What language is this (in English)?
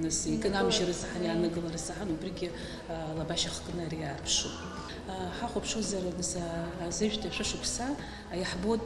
Abkhazian